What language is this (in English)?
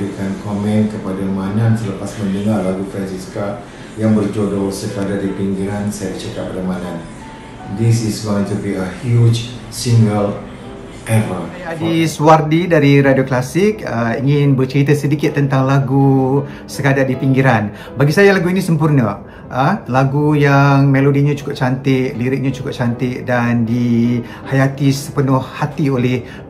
Malay